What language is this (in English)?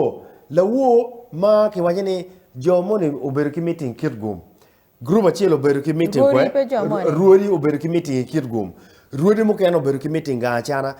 Acoli